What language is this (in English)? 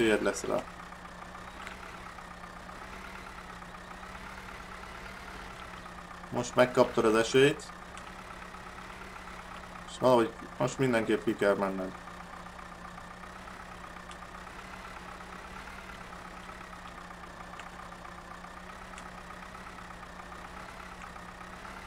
Hungarian